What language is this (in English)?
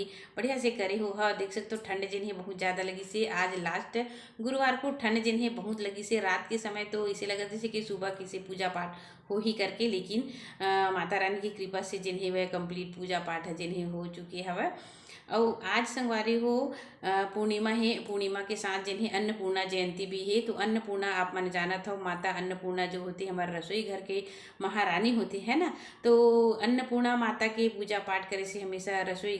Chhattisgarhi